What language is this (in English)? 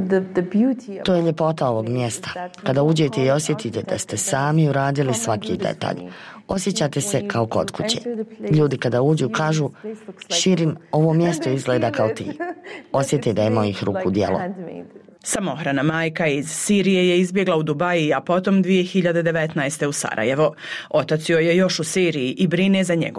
Bosnian